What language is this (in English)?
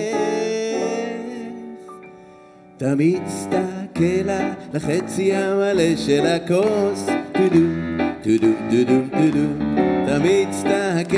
Hebrew